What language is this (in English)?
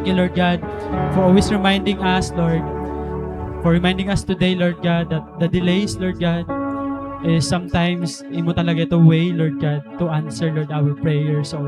Waray